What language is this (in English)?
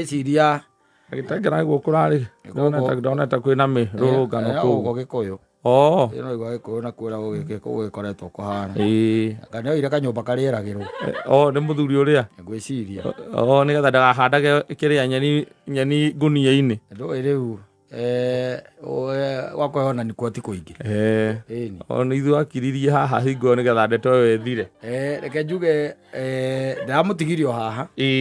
Kikuyu